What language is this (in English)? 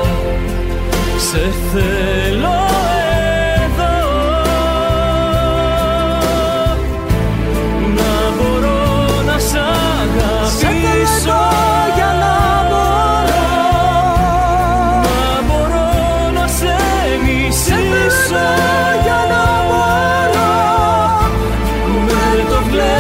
Greek